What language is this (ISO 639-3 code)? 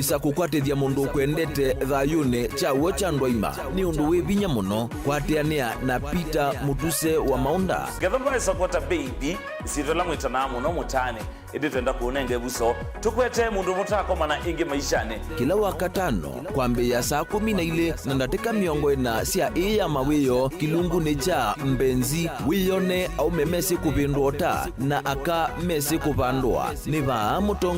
kam